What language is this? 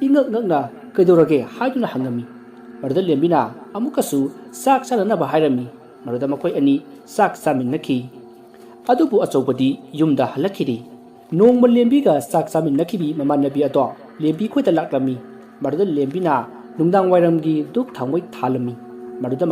Manipuri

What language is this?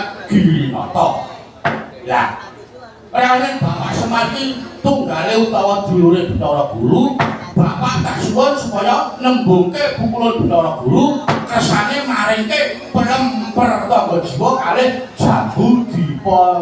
Javanese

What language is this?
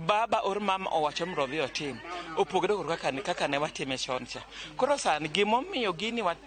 Luo (Kenya and Tanzania)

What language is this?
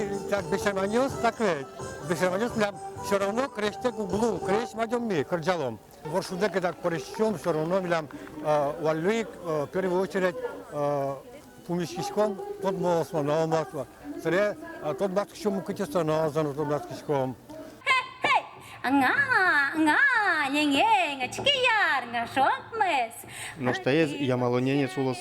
Udmurt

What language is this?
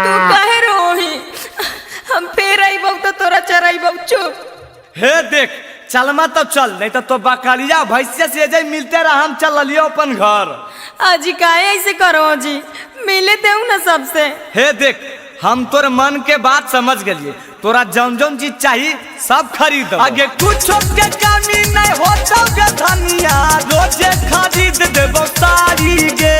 Magahi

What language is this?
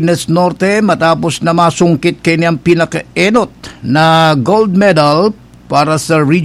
Bikol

